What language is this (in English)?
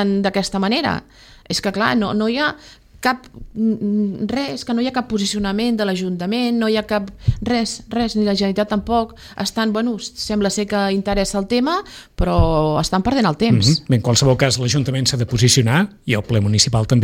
Catalan